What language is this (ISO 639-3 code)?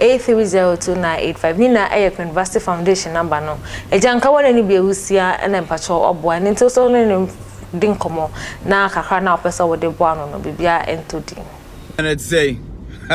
aka